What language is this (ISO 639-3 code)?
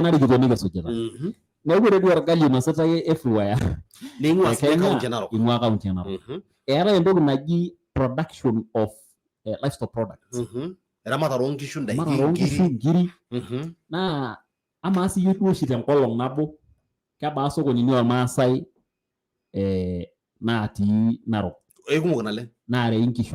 mas